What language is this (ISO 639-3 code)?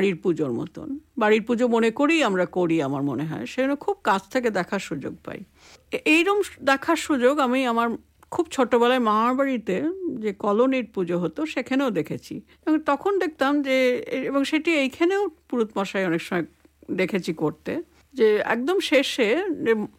ben